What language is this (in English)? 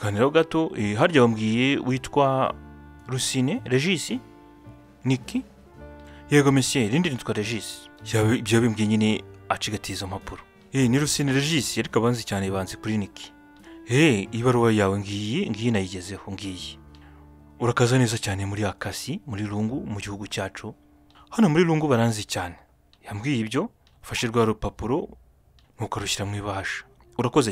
Kinyarwanda